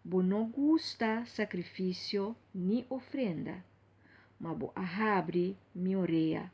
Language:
Papiamento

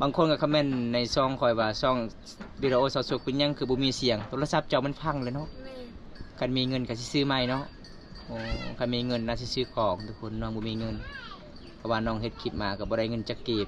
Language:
Lao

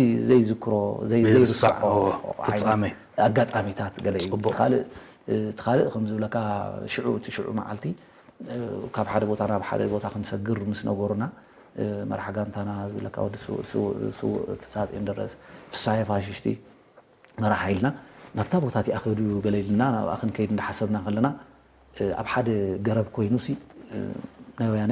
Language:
Tigrinya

